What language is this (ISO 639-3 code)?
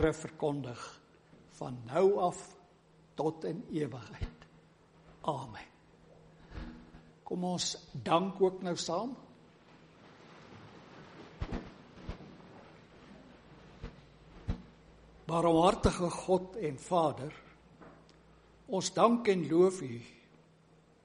afr